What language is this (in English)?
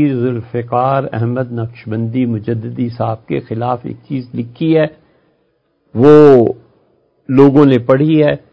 Urdu